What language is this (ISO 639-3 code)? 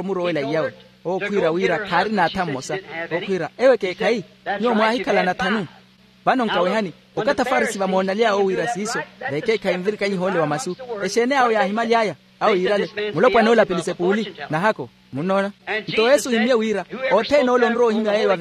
vmw